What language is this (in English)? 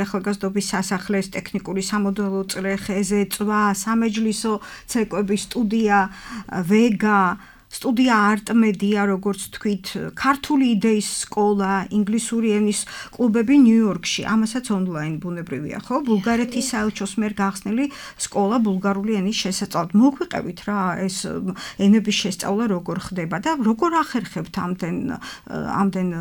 Georgian